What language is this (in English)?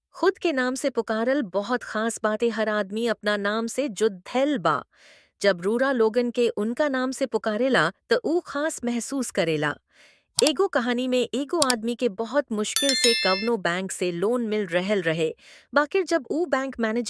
Bhojpuri